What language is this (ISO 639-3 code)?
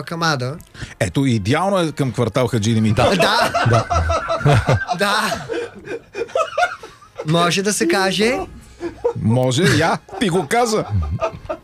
bul